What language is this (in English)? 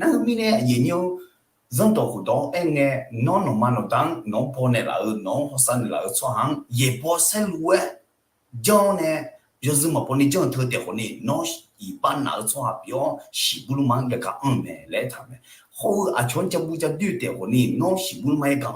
Akha